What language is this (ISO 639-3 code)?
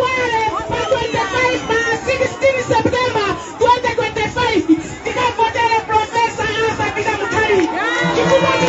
nya